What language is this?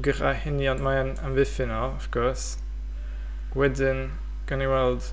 Welsh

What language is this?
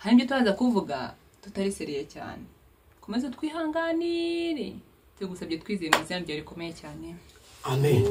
Kinyarwanda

